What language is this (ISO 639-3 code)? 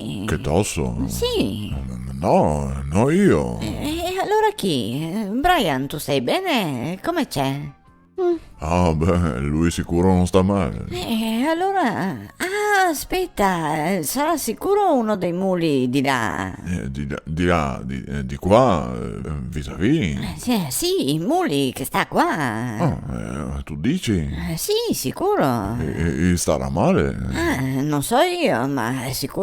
vec